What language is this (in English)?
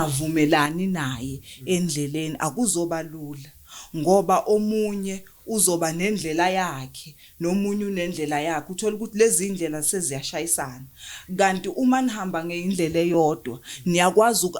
Zulu